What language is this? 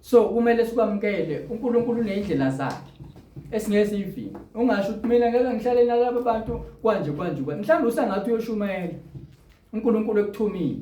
Zulu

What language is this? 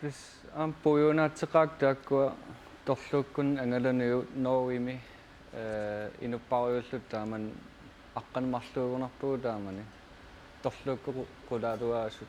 Kalaallisut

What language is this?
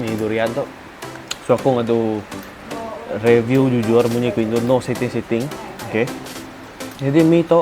Iban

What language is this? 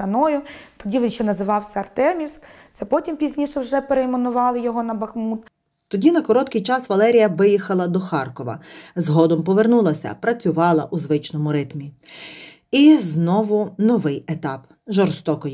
Ukrainian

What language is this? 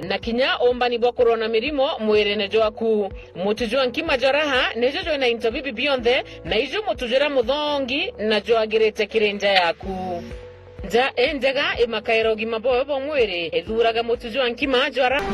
Meru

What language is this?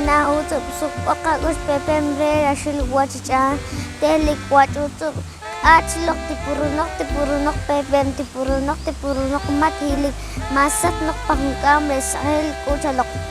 Poqomchi'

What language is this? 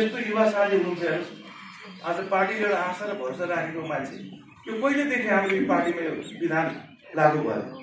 Nepali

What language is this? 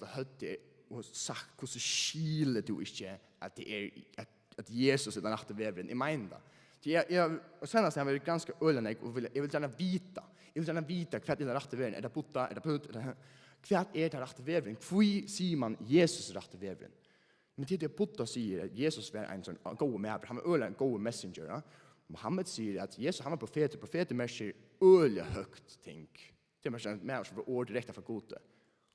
Faroese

